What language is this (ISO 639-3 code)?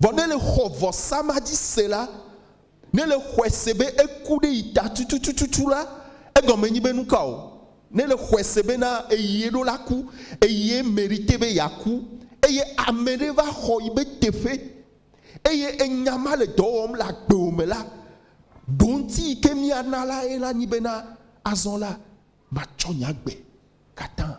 ewe